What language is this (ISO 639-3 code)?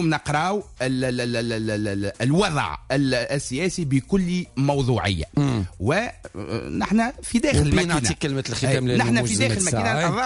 aeb